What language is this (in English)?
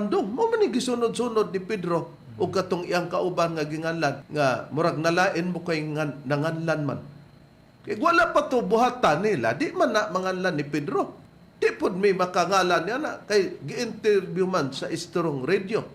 Cebuano